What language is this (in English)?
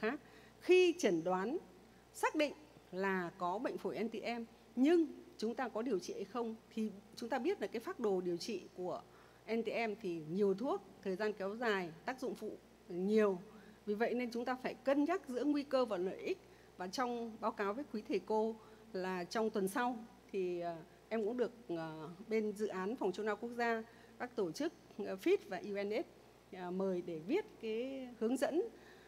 Vietnamese